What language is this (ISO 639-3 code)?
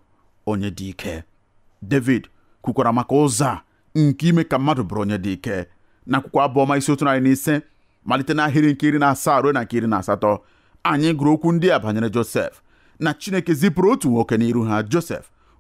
ibo